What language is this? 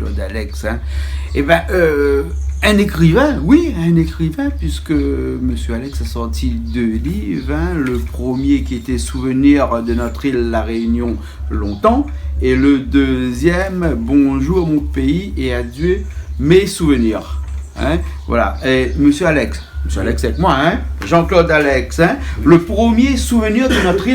Réunion Creole French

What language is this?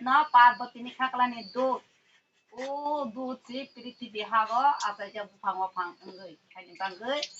Kok Borok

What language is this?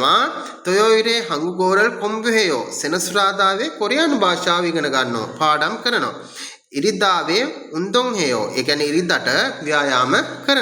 Sinhala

